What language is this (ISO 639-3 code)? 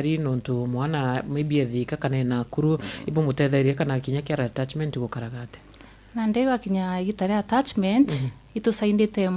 mer